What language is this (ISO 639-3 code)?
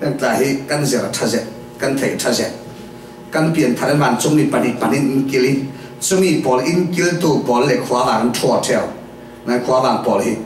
cfm